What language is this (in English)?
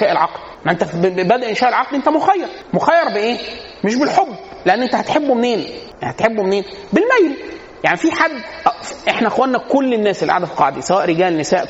Egyptian Arabic